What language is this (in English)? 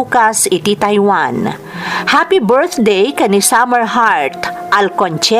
Iloko